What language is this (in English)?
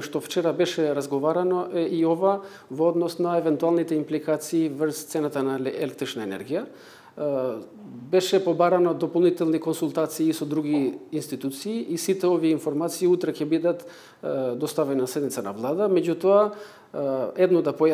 Macedonian